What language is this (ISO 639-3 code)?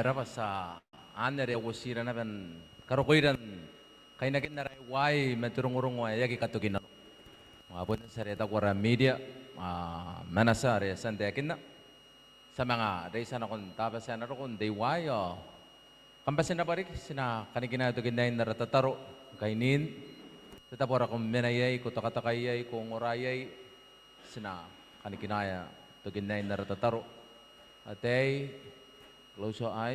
gil